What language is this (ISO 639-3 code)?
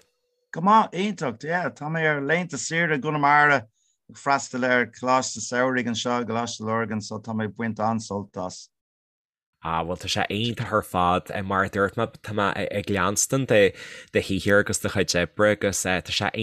gle